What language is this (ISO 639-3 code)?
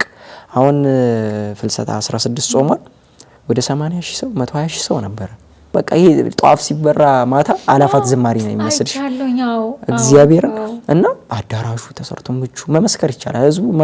amh